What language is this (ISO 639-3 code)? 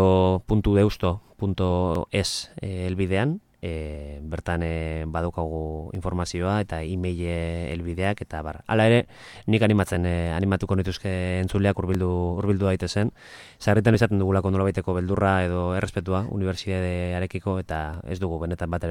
eus